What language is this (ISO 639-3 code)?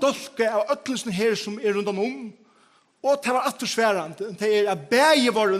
fao